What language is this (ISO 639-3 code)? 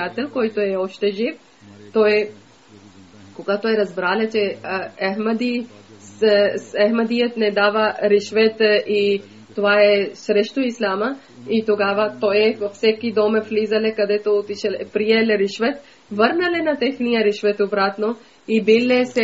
bul